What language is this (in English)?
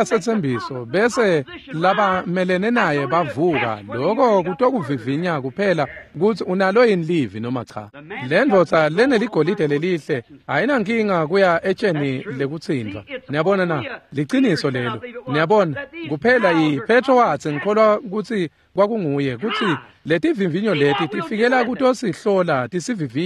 Swati